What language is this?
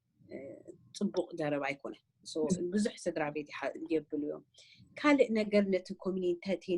Tigrinya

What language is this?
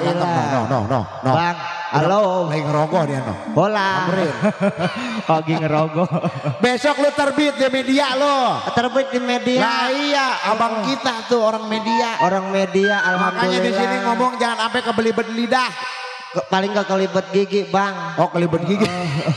Betawi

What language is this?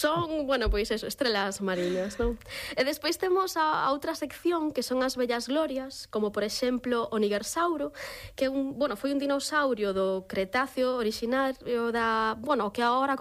Galician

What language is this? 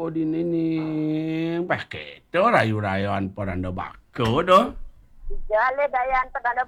Balinese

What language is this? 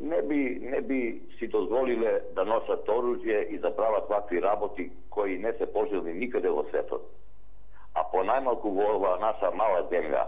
Macedonian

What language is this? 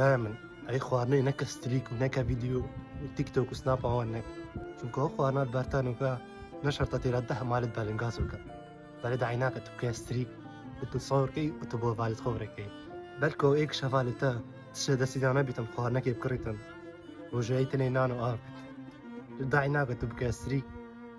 Kurdish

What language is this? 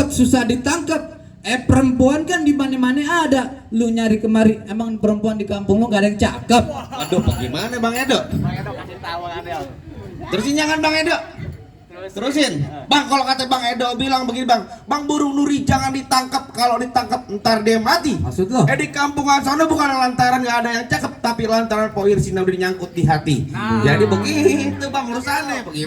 Betawi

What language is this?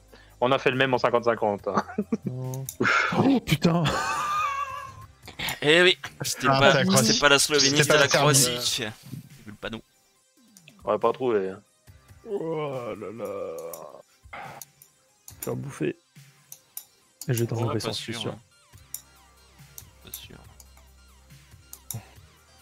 French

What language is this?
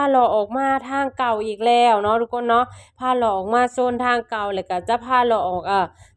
Lao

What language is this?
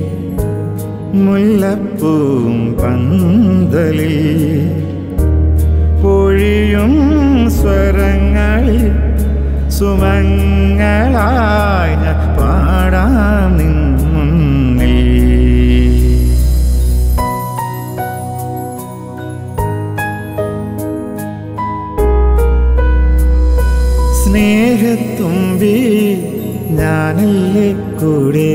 Malayalam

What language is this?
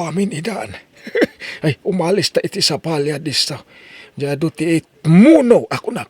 Iloko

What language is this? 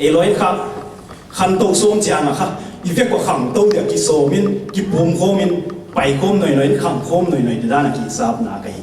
Tedim Chin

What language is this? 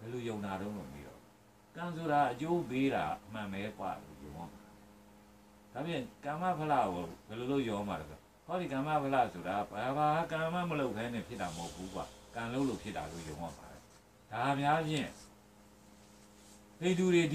Burmese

